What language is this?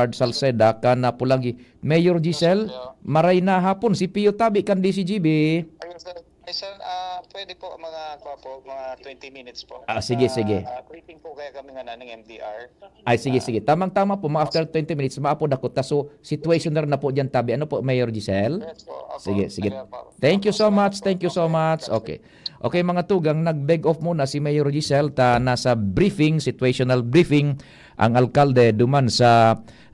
Bikol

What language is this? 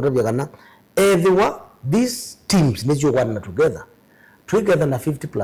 Kamba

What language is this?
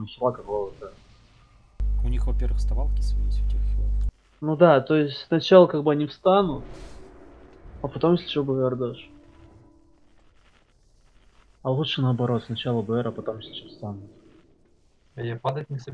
Russian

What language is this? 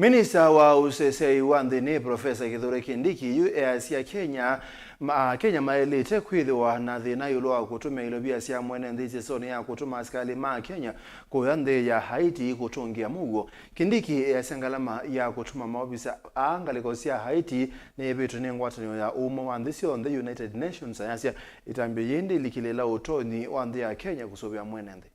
Kamba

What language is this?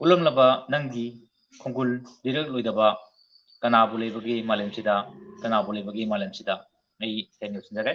Manipuri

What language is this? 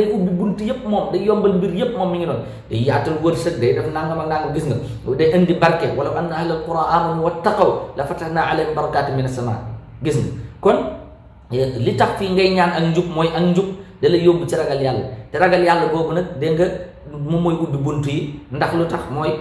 Wolof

